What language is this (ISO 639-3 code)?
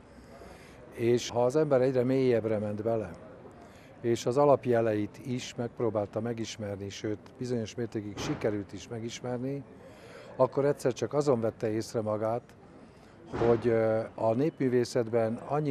hun